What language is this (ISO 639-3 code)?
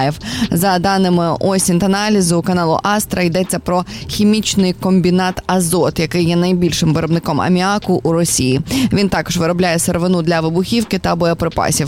ukr